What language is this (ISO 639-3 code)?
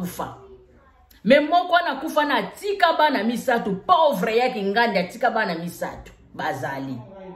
lin